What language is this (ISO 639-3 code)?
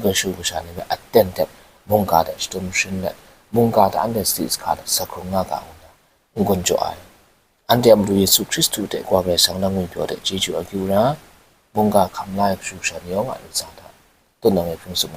kac